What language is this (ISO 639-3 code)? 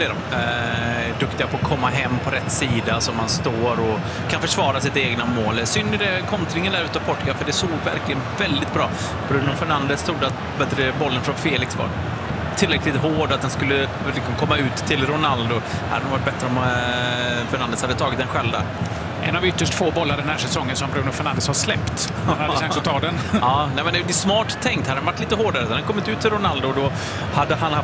swe